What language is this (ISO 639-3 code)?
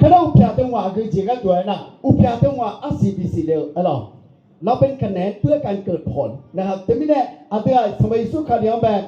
ahk